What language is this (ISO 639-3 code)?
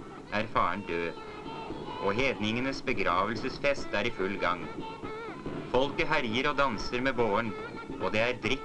nor